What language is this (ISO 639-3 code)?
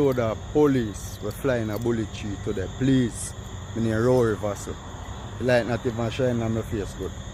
jam